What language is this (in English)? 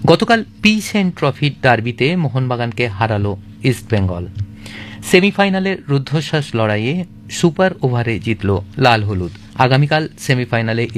Bangla